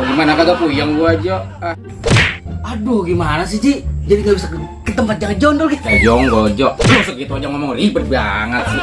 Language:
Betawi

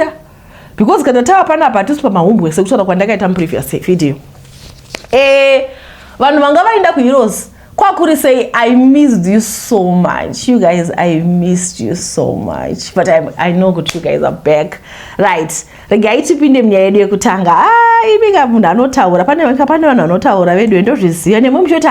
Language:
Shona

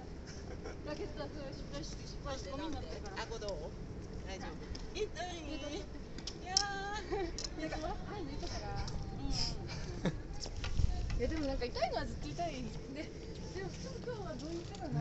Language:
Japanese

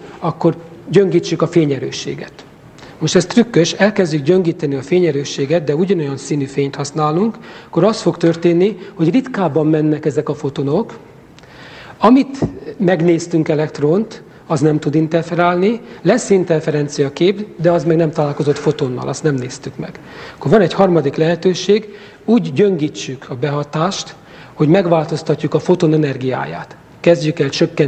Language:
Hungarian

